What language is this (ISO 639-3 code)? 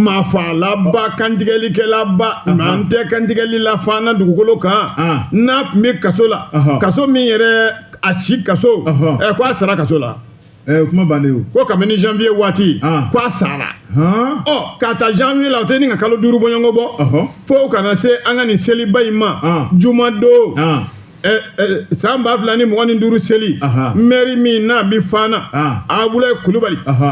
bam